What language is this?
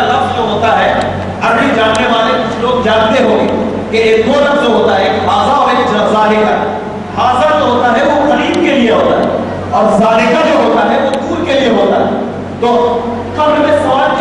Urdu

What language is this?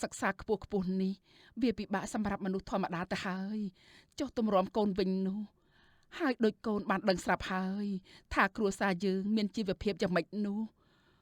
Khmer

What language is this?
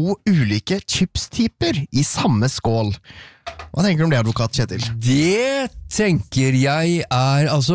Norwegian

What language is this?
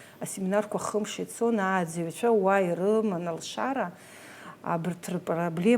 Abkhazian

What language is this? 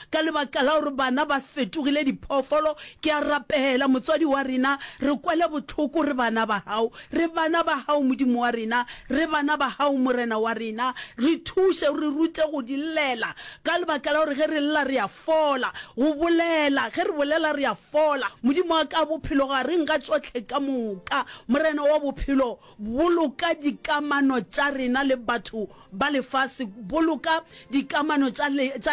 Northern Sotho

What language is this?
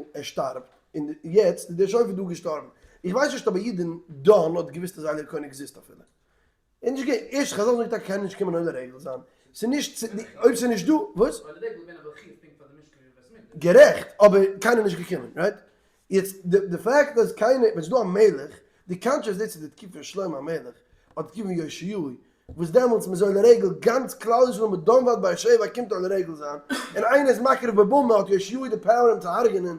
Yiddish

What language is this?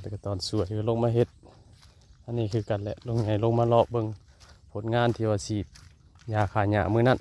Lao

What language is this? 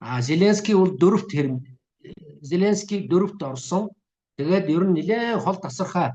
Mongolian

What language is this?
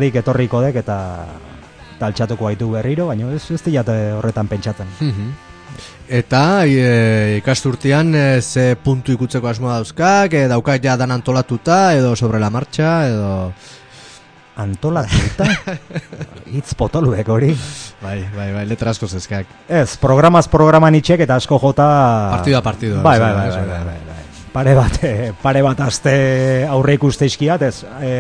Basque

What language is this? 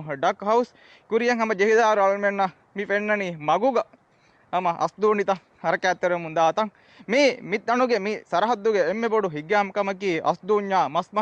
Divehi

